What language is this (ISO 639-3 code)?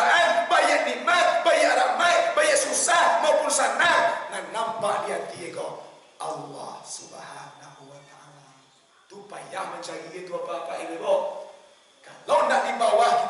min